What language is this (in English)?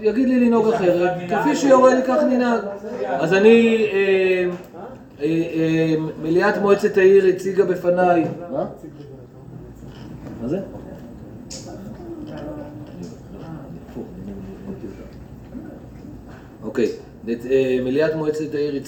Hebrew